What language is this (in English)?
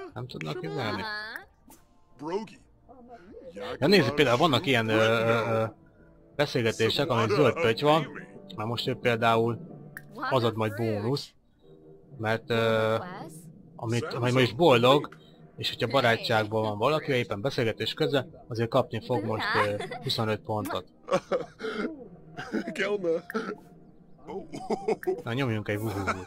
Hungarian